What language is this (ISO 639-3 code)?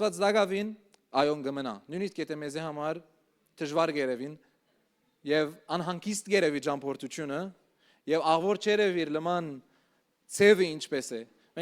hyw